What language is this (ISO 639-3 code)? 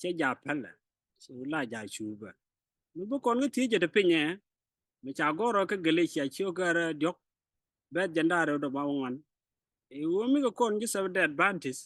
nus